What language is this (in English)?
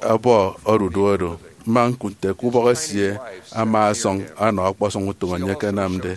Efik